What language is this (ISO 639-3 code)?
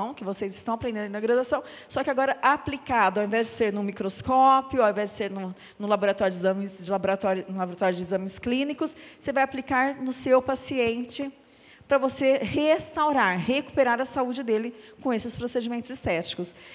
por